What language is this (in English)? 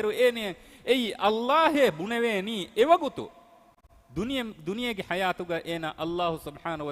Divehi